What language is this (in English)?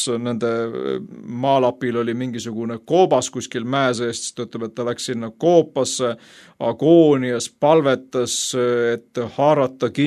Estonian